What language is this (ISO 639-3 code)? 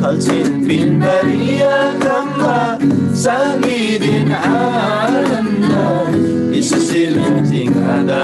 taj